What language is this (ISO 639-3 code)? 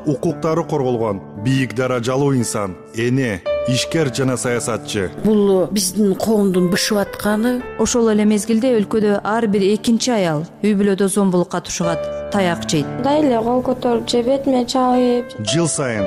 kir